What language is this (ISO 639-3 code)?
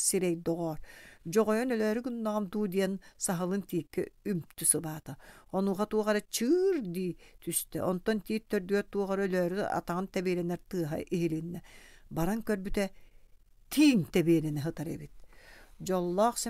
sah